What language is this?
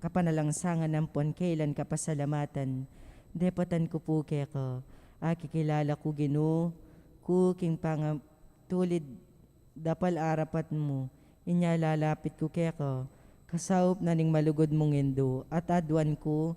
Pampanga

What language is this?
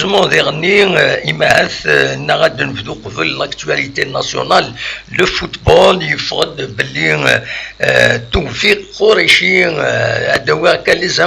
Kabyle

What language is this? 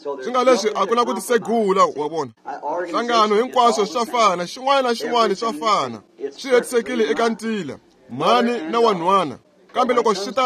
Tsonga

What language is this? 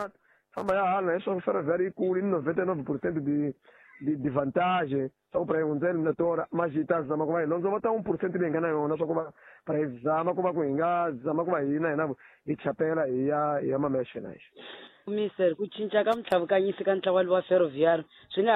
Tsonga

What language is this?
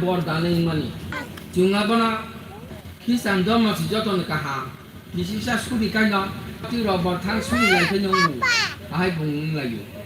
Kok Borok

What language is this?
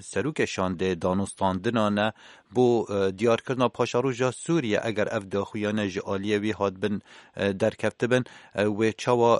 Kurdish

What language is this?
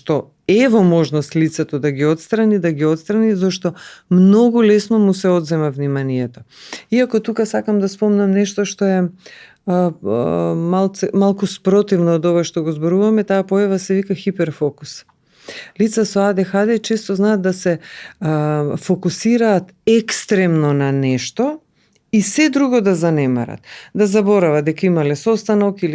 Macedonian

